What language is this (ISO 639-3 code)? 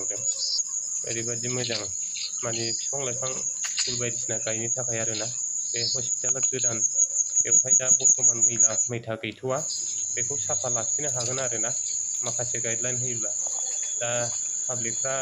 brx